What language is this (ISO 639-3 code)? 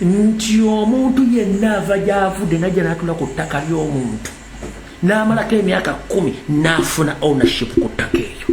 lug